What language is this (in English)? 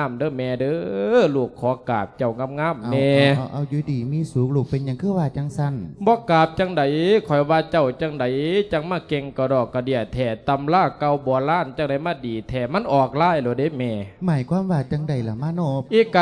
Lao